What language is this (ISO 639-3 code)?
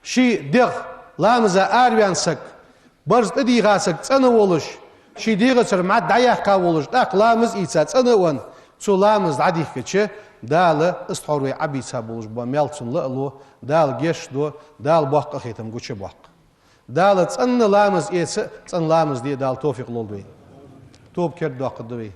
inh